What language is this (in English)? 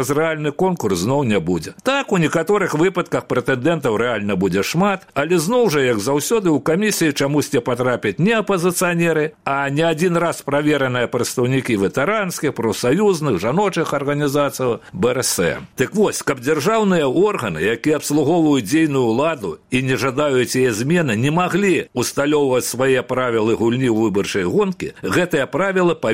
Belarusian